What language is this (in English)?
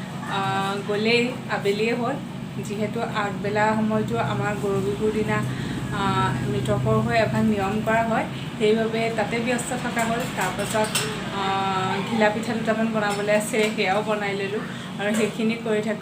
Assamese